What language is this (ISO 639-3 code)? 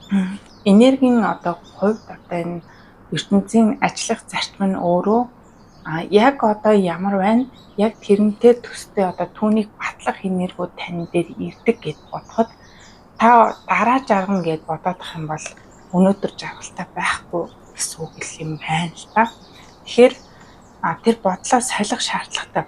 mon